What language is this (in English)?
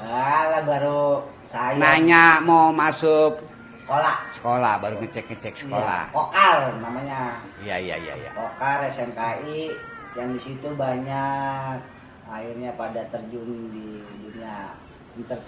Betawi